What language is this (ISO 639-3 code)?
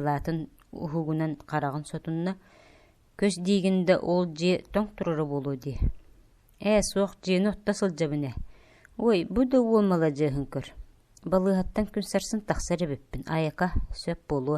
sah